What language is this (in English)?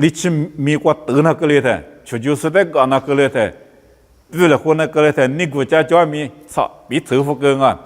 Lisu